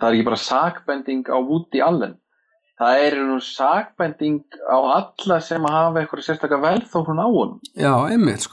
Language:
Icelandic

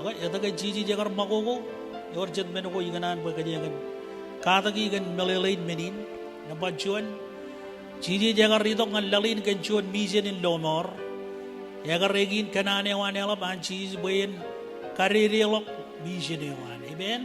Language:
Marshallese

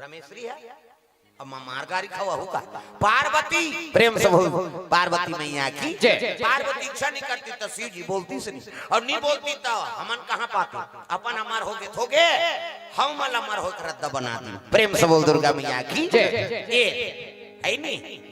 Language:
Chhattisgarhi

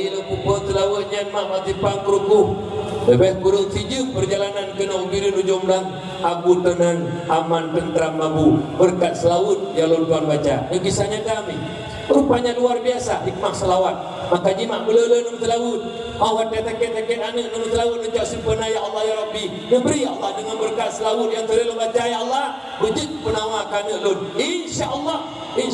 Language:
Achinese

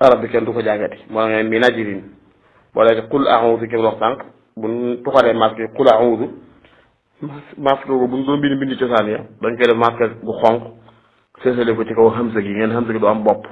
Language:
Wolof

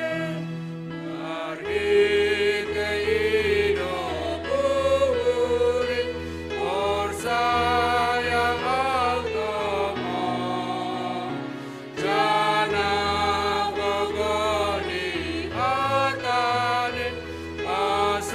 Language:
Batak Simalungun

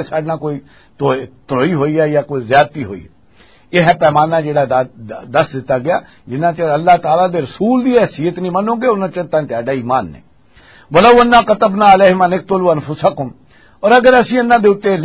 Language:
Western Panjabi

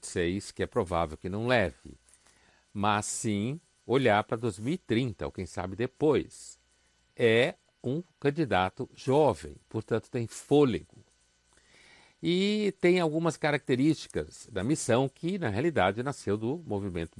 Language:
Portuguese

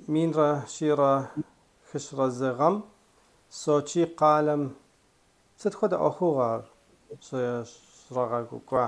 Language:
Kabardian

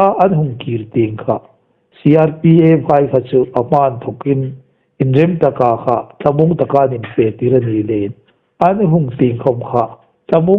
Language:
Hmar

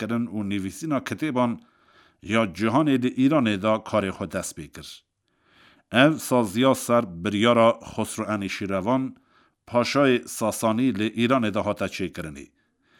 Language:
Kurdish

